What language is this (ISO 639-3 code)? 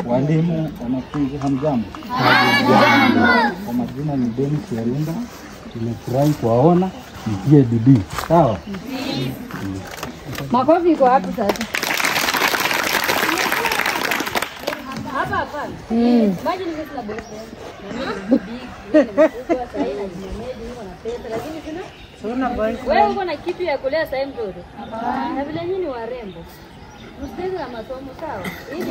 swa